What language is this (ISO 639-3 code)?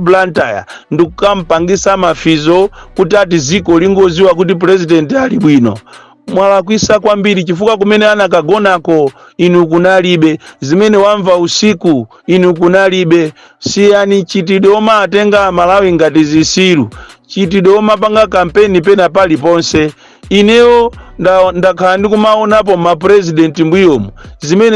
nya